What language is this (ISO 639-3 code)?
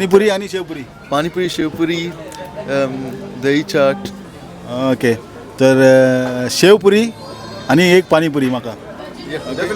kok